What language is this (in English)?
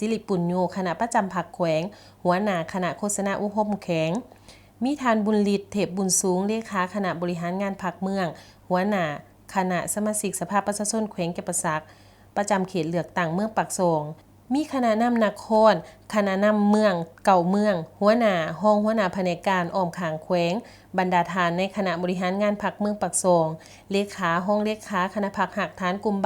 Lao